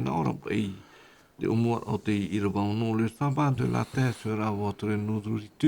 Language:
Tahitian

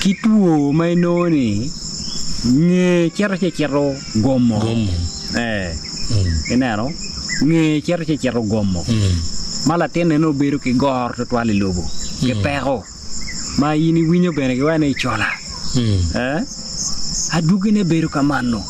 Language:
Acoli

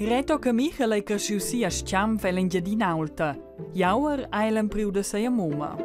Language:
Romansh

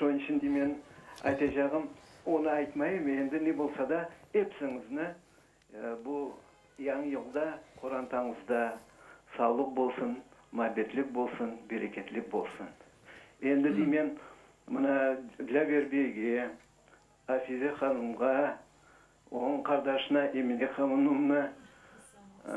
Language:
Crimean Tatar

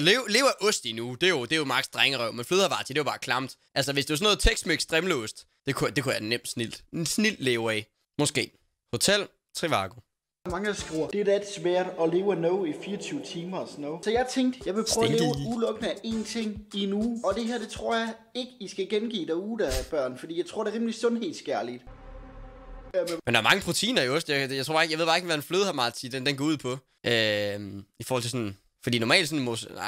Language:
Danish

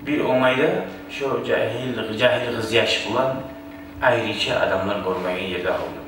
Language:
Kumyk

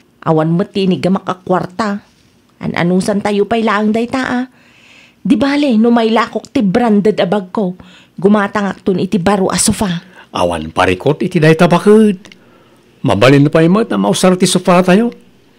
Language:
Iloko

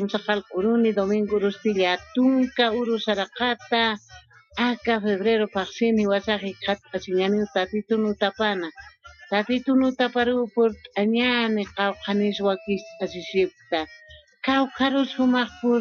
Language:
Aymara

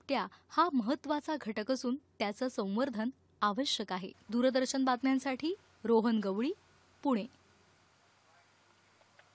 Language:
Marathi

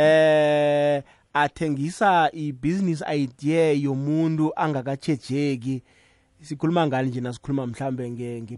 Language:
South Ndebele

